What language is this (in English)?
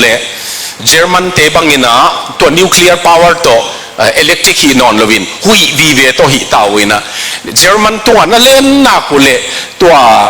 Tedim Chin